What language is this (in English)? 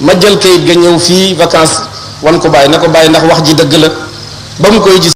Wolof